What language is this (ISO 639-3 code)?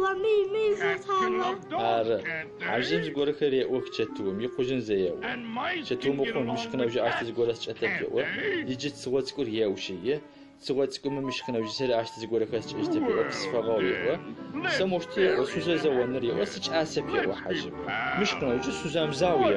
ady